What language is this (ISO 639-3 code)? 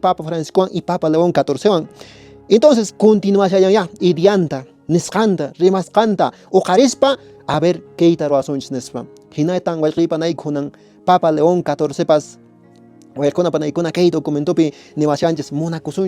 que